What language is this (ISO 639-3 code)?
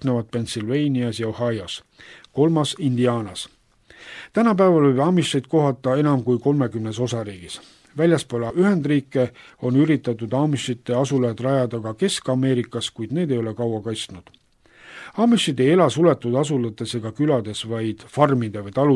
est